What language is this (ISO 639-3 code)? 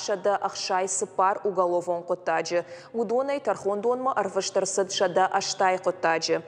oss